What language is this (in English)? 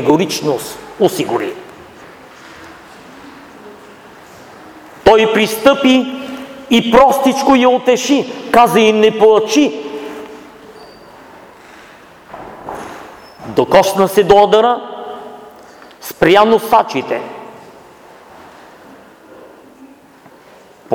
Bulgarian